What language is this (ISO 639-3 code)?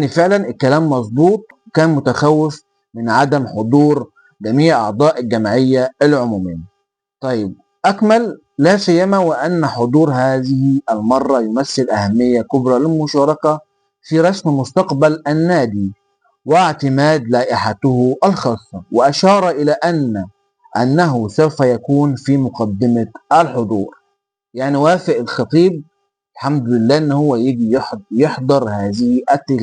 arz